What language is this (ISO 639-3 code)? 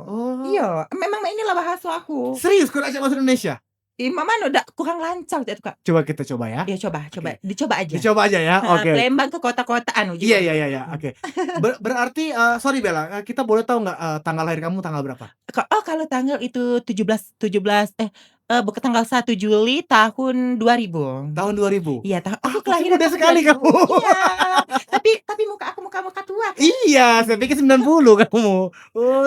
mui